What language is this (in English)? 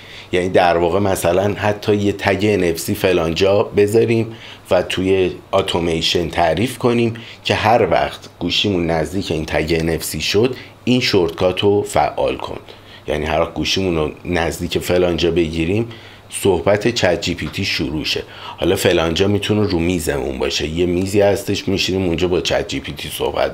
Persian